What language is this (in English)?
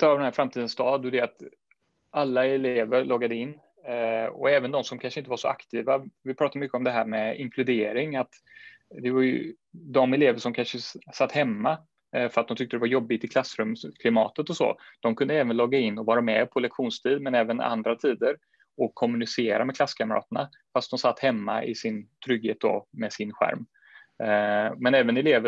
Swedish